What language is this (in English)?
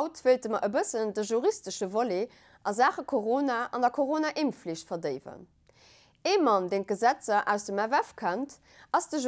Luxembourgish